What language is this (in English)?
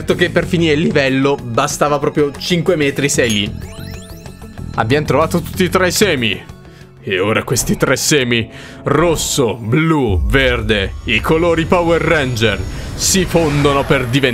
Italian